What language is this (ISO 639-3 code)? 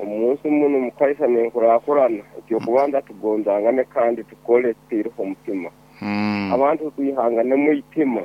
nyo